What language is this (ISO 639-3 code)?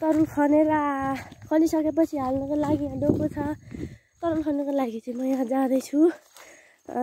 nep